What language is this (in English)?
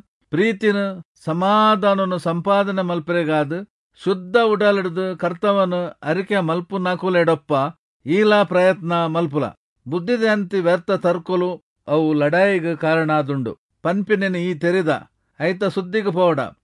Tulu